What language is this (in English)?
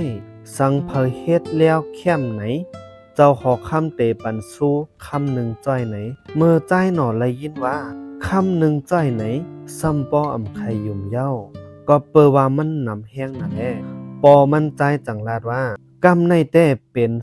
Shan